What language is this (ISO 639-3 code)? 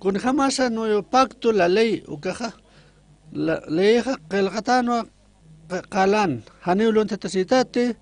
aym